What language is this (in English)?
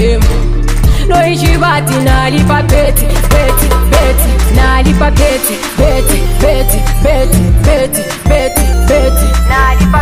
Swahili